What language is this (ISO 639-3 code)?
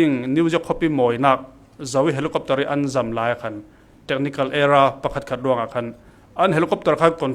cfm